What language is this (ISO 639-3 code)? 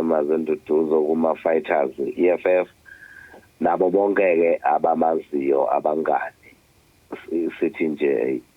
zul